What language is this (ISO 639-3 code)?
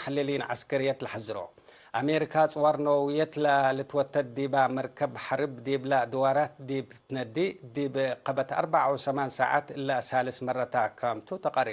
tig